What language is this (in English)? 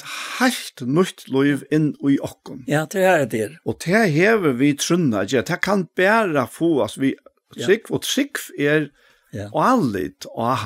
Faroese